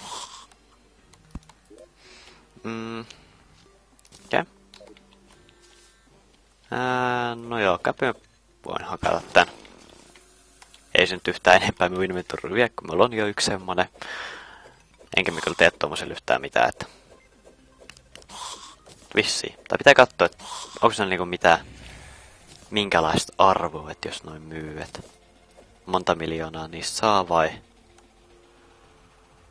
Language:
Finnish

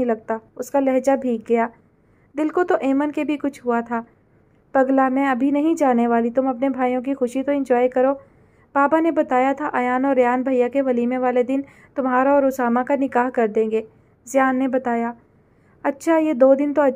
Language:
Urdu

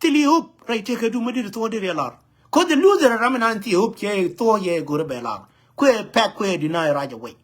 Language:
Nuer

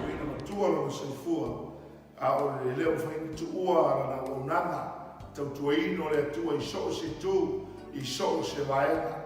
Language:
Samoan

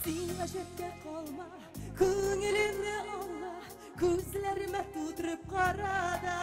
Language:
Tatar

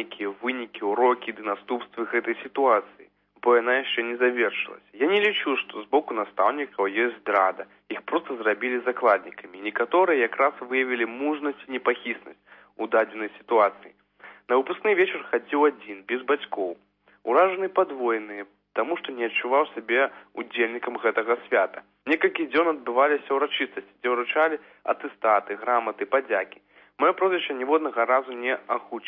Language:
Belarusian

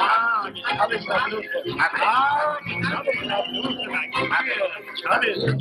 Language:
Yiddish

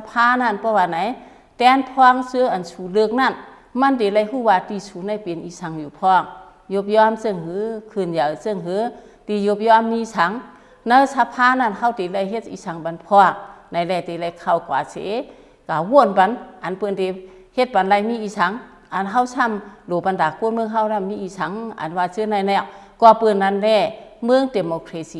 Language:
Shan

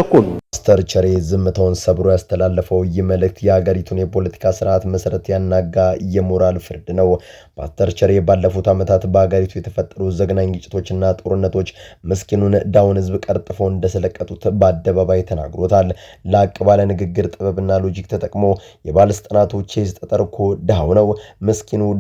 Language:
Amharic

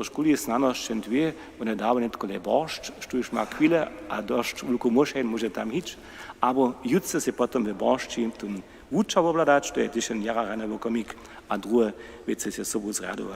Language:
Upper Sorbian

